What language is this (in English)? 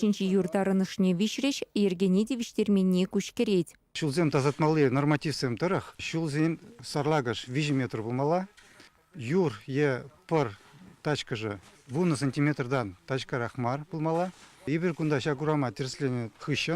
Chuvash